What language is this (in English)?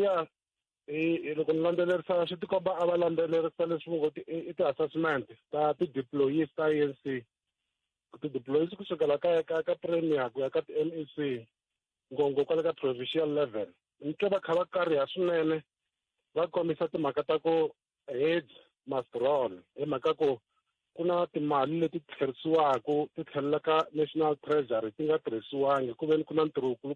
Tsonga